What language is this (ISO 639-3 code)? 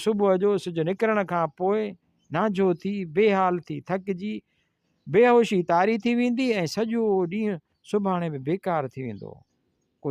snd